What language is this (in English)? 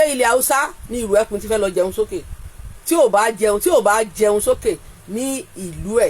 Yoruba